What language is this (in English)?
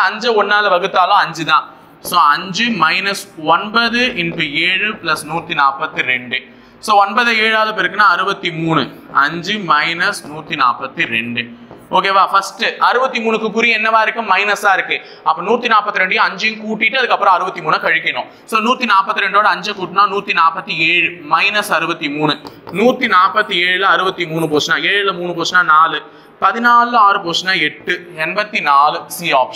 Tamil